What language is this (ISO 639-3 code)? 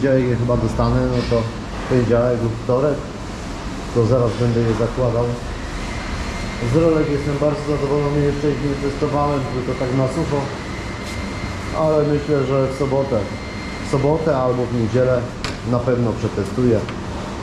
pol